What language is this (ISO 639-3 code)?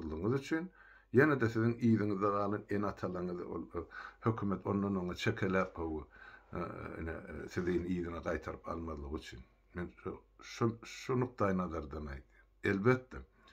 tuk